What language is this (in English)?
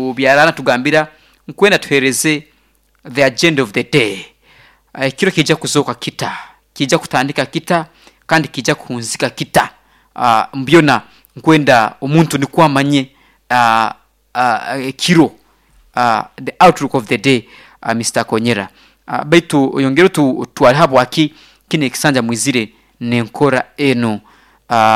Nyoro